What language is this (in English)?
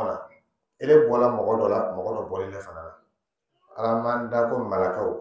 Dyula